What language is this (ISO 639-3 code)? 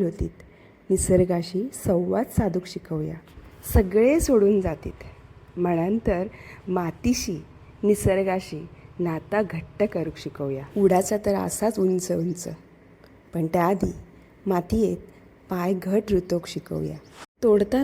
kok